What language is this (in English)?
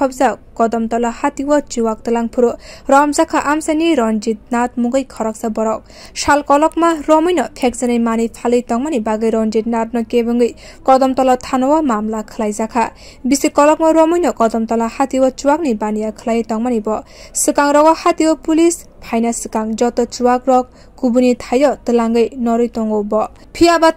Kok Borok